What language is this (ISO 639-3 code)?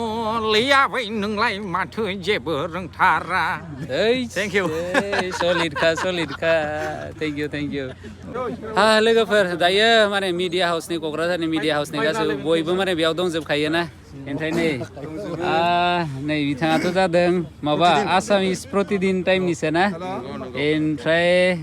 brx